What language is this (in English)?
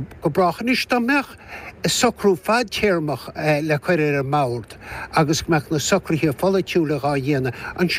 Irish